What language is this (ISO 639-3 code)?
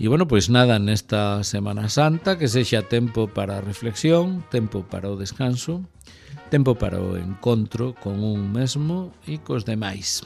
glg